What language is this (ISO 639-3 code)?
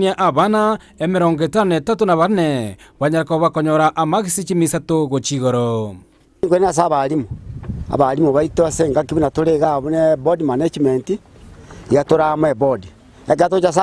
guz